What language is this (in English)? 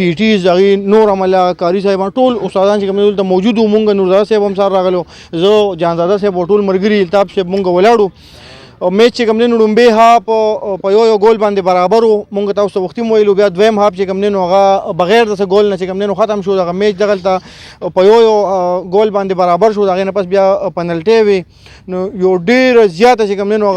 Pashto